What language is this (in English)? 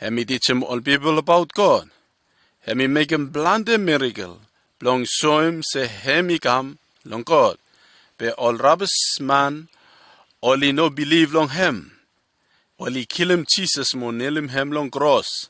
Bislama